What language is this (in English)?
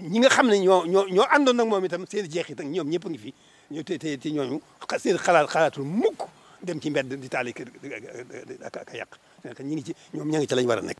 Wolof